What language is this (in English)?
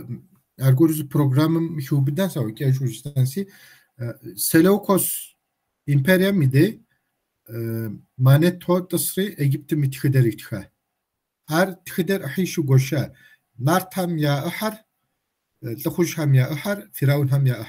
Kabardian